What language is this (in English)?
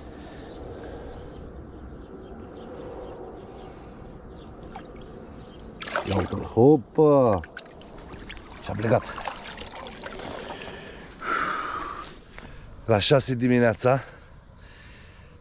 Romanian